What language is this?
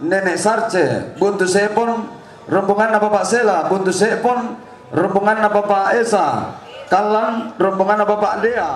Toraja-Sa'dan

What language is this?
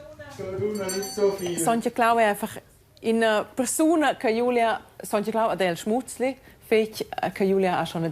Romansh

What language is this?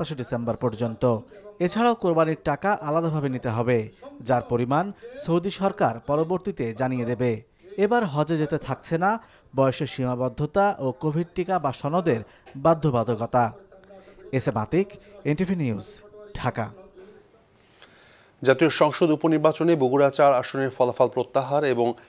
Bangla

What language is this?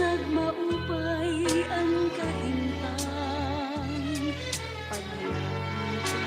Waray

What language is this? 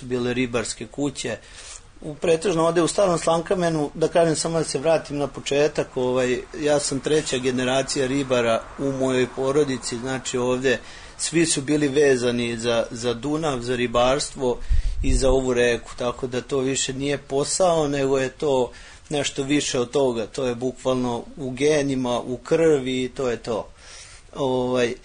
Serbian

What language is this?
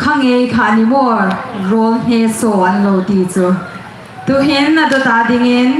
Hmar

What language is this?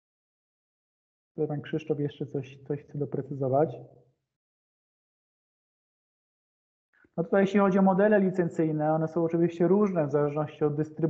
Polish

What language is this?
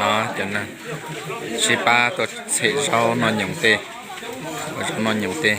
Hmong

